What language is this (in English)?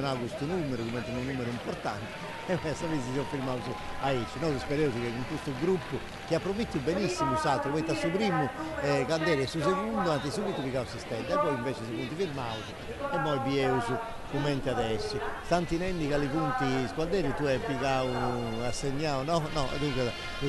Sardinian